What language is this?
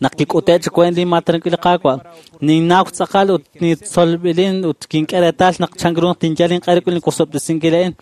Kekchí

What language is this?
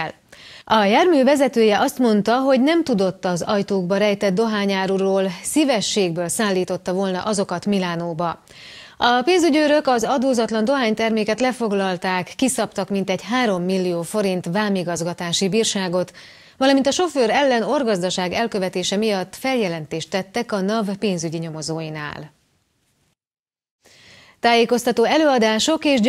Hungarian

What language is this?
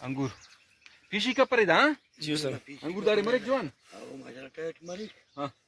Brahui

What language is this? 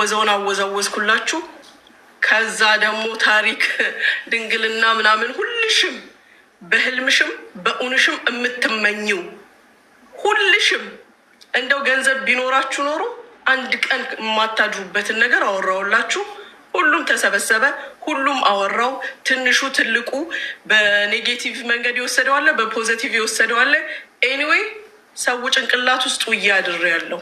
Amharic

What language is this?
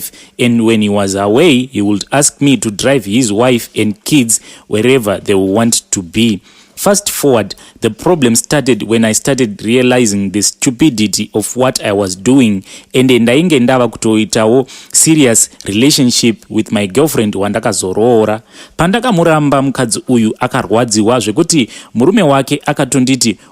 Shona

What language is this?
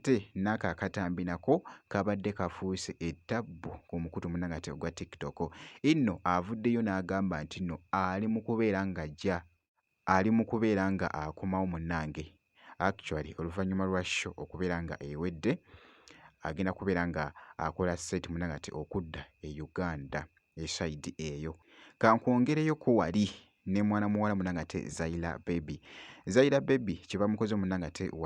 Ganda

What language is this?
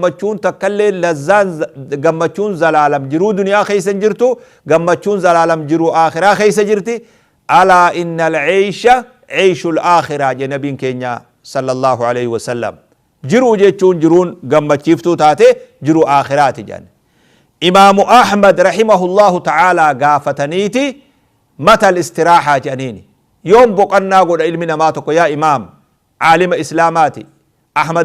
Oromo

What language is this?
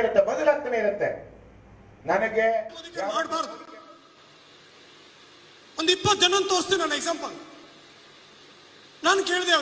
Kannada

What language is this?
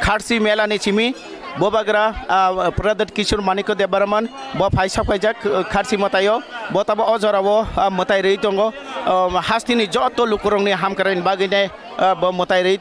Kok Borok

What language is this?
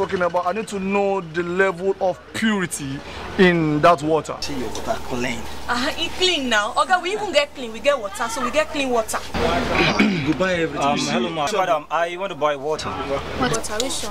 Nigerian Pidgin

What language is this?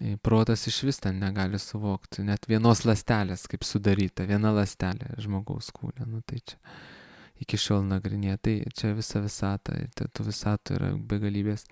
Lithuanian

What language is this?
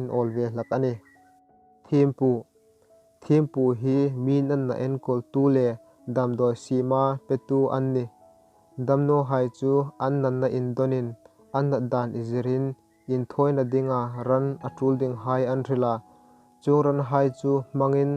Hmar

